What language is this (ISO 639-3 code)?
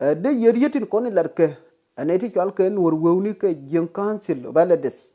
nus